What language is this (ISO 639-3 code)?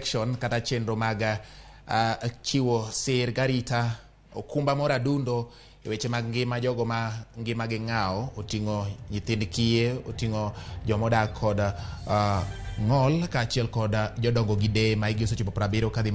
luo